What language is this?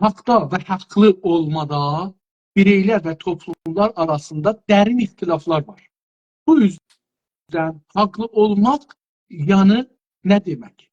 South Azerbaijani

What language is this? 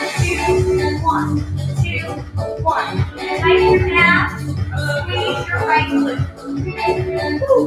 English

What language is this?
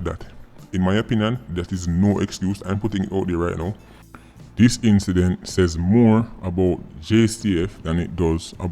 Jamaican Creole English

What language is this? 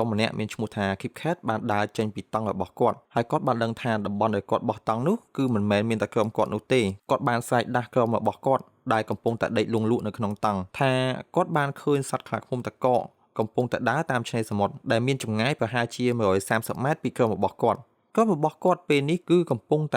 Khmer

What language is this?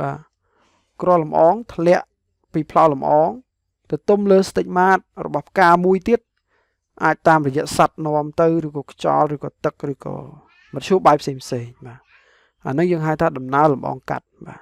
Khmer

